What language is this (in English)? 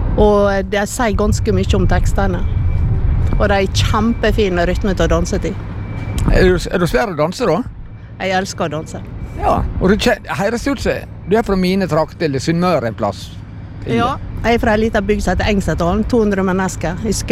Norwegian